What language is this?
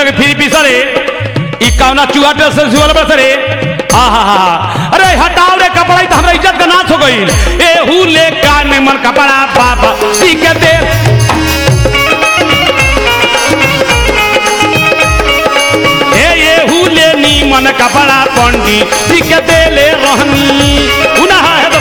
Bhojpuri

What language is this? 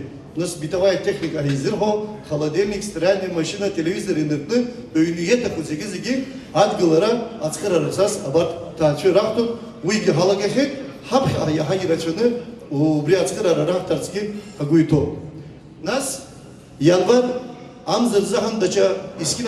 Abkhazian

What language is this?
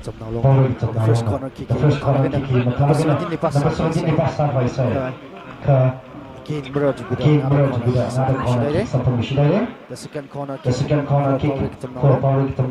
Tangkhul Naga (India)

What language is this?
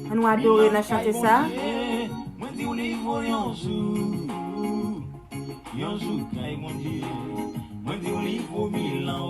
Haitian Creole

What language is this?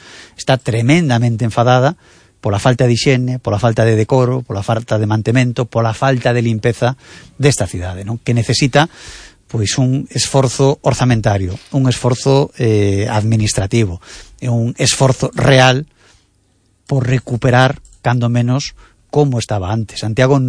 Galician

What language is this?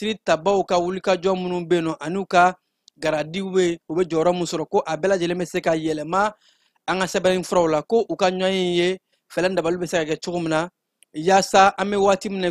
Bambara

